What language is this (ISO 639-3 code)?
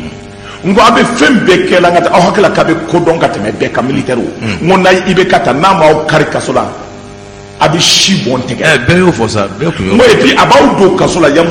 bam